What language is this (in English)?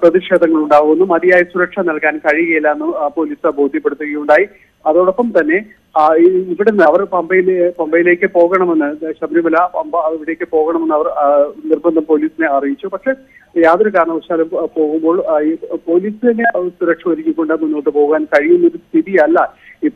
Malayalam